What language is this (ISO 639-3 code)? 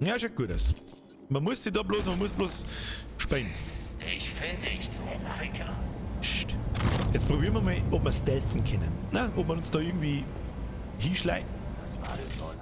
bar